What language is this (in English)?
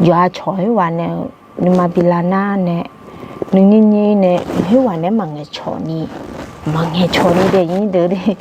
Akha